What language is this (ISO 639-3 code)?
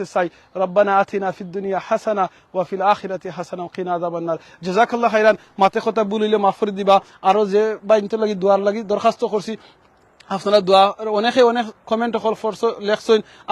syl